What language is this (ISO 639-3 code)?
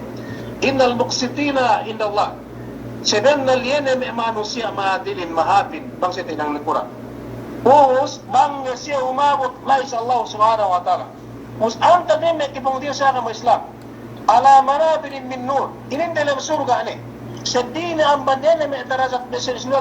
yka